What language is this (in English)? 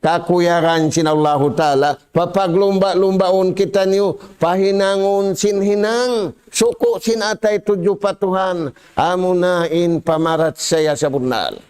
Tausug